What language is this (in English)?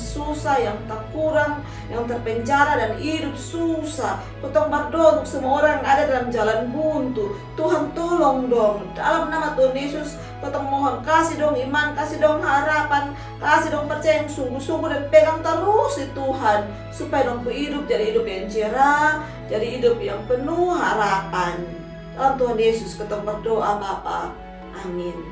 Kupang Malay